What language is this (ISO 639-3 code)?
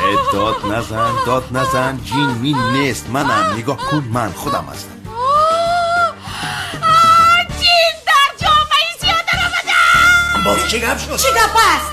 tgk